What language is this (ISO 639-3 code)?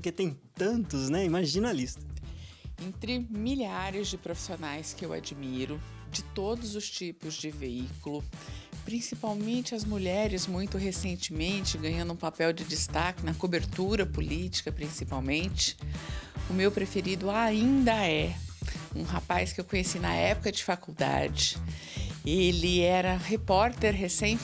por